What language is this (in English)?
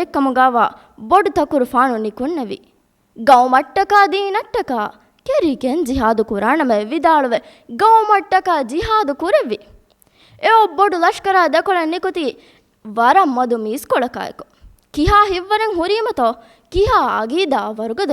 Divehi